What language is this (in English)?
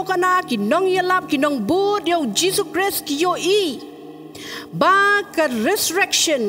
Khasi